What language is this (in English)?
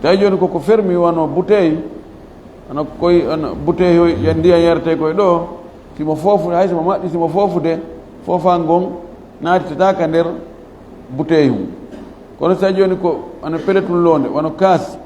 Fula